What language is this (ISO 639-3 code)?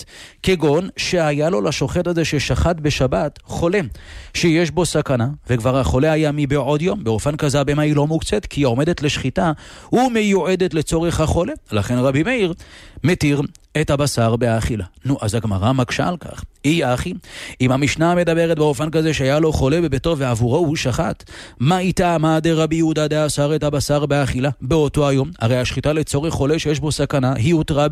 heb